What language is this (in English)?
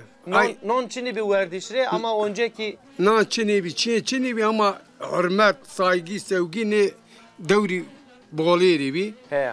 Zaza